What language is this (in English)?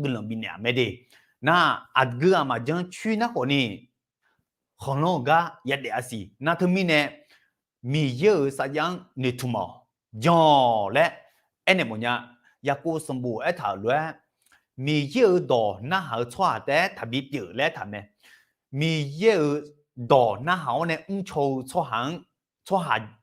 Akha